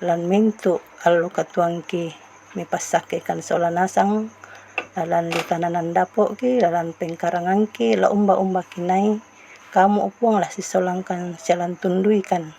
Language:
Toraja-Sa'dan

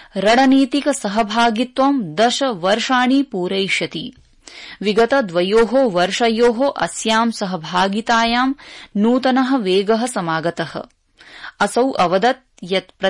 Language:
Sanskrit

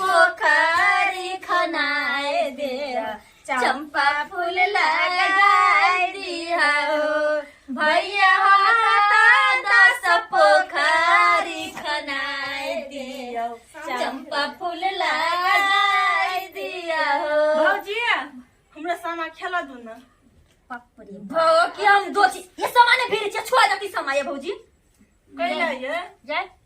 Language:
Maithili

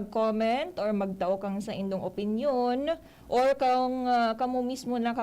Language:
Bikol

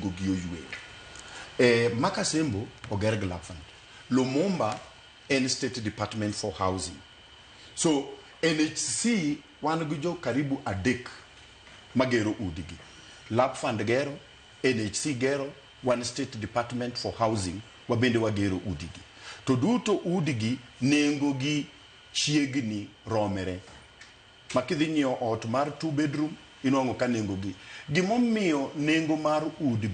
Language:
Luo (Kenya and Tanzania)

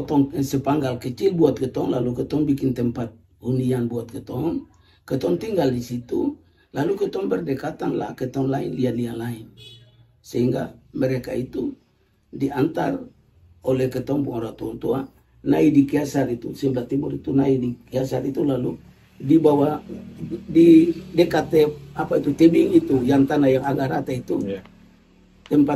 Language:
Ambonese Malay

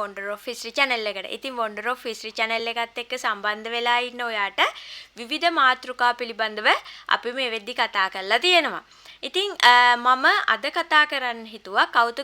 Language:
Sinhala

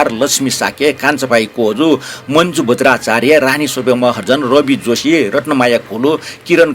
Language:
Newari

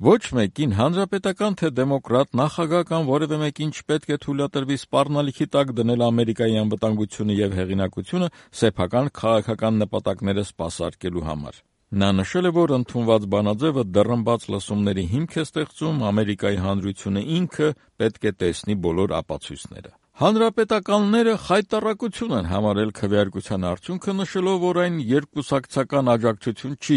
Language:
Armenian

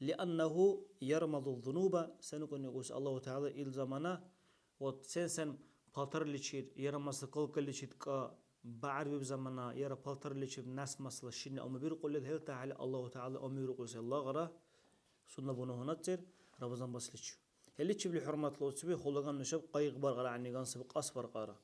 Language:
Dargwa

